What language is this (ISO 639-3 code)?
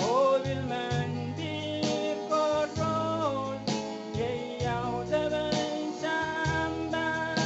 pon